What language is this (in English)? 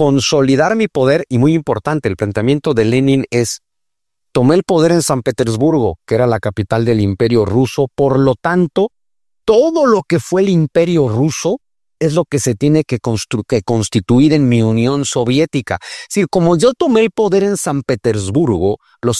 Spanish